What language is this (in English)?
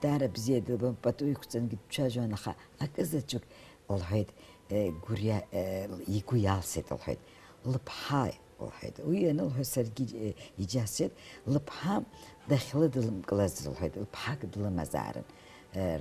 Abkhazian